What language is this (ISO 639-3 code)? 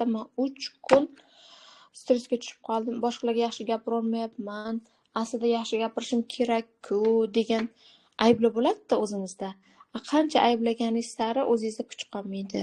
uzb